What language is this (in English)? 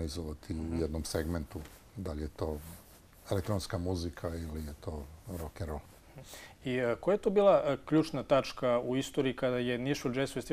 Serbian